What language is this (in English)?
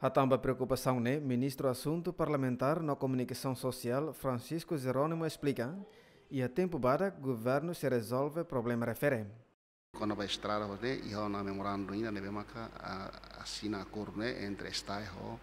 Tetum